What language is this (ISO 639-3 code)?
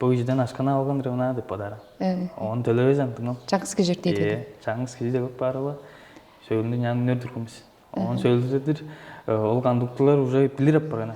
tyv